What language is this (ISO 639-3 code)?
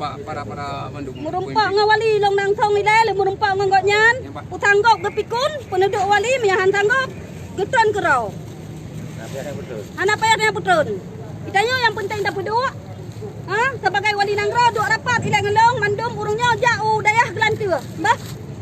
ace